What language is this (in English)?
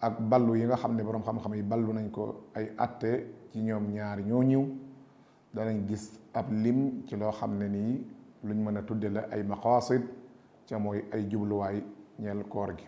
Wolof